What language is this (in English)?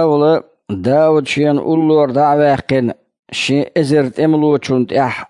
Chechen